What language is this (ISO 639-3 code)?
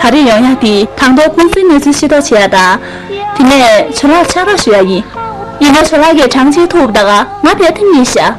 bod